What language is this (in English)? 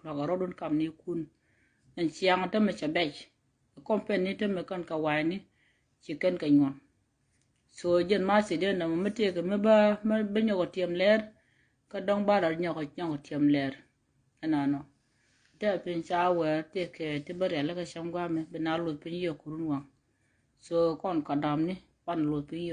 Nuer